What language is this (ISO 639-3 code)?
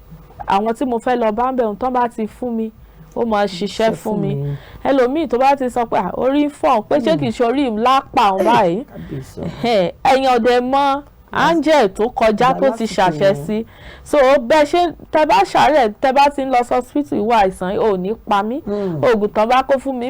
yor